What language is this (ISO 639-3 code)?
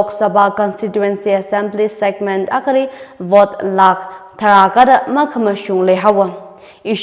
nmf